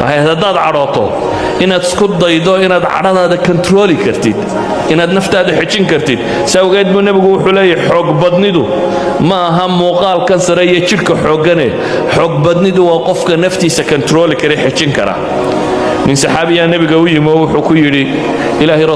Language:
Somali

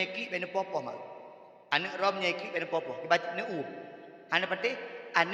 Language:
Achinese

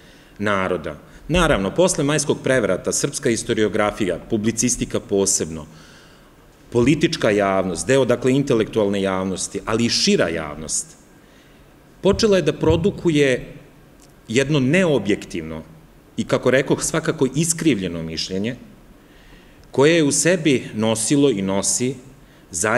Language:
Serbian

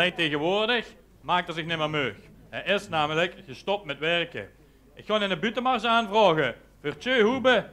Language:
Limburgish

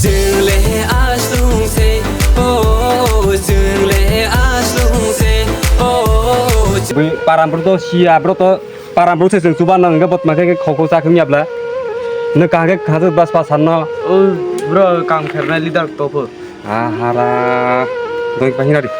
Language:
Kok Borok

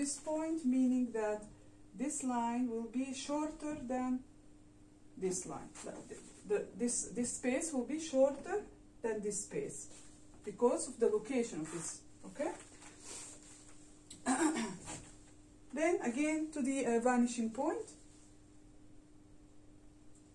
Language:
English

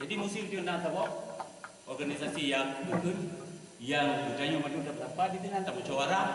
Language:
Achinese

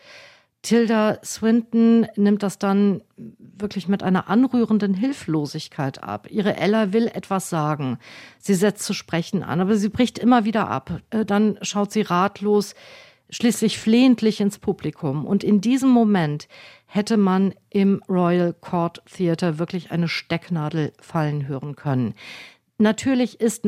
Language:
German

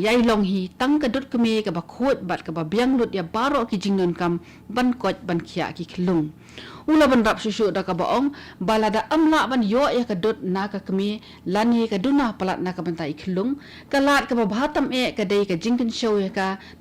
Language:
Khasi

